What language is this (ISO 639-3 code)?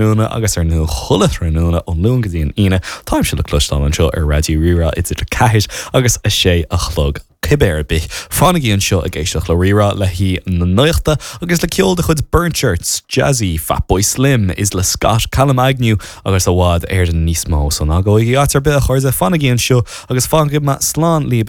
gle